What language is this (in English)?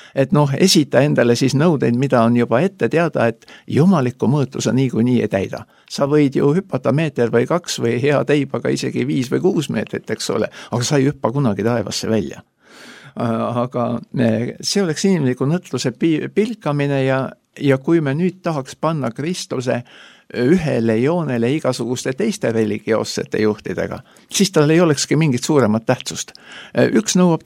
Estonian